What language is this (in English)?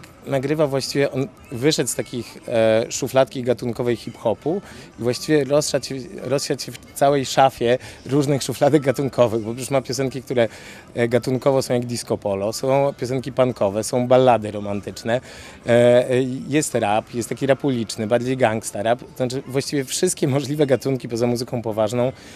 Polish